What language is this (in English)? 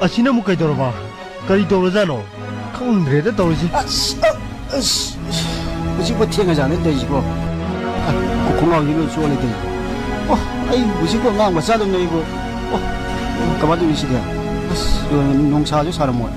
Manipuri